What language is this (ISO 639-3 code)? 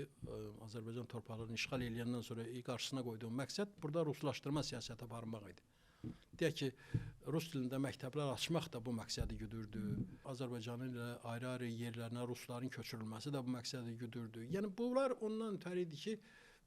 aze